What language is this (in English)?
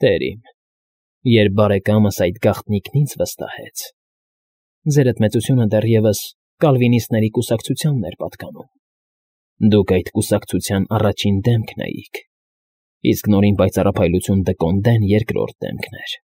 Armenian